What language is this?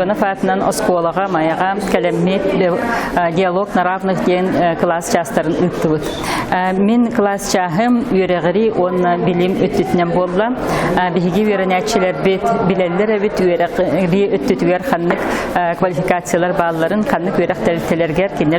Yakut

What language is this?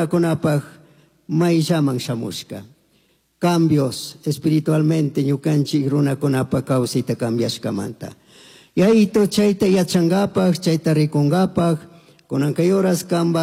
Chimborazo Highland Quichua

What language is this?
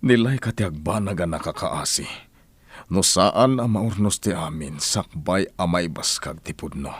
Iloko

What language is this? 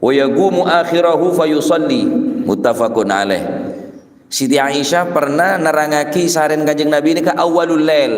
Madurese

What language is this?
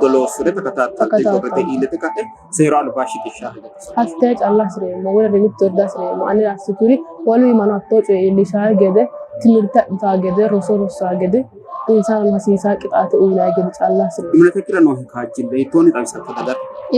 Sidamo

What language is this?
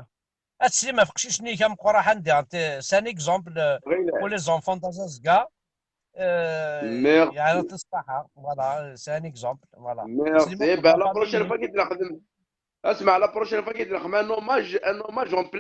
Kabyle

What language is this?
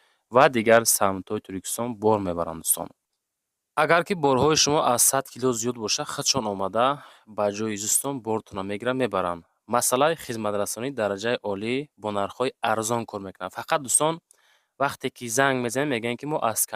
Tajik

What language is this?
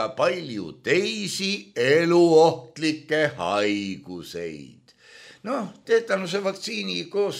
Estonian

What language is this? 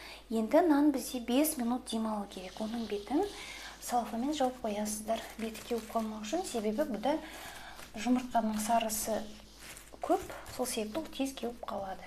Kazakh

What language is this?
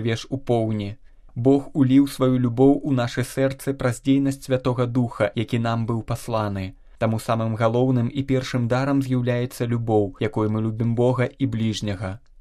Belarusian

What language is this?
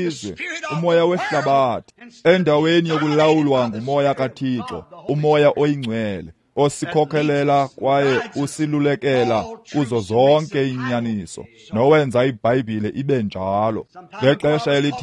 Xhosa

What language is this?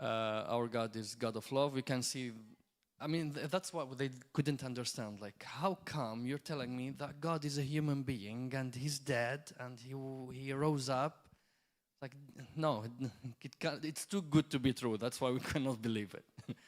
English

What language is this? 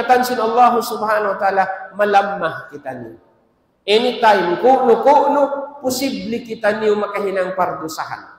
Tausug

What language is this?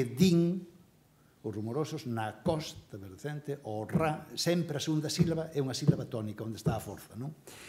Galician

